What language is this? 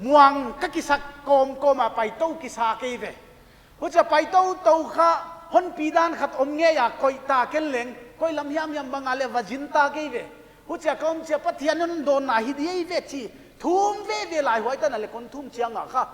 Paite Chin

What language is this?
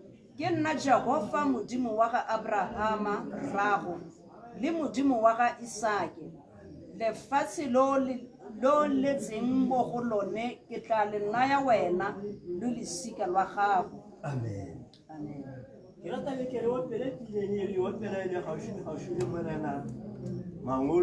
Tswana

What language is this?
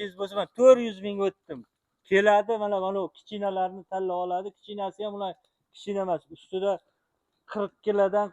Uzbek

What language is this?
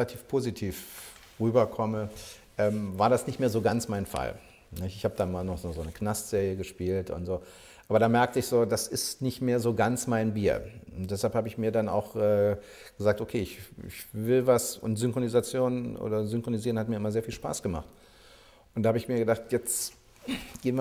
German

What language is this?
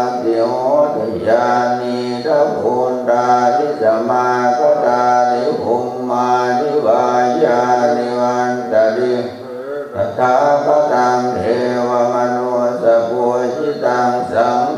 Pali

